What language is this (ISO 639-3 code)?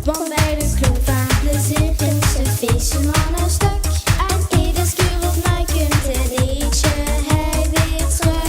lim